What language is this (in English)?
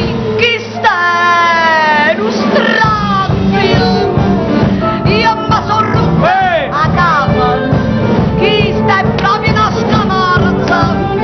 Neapolitan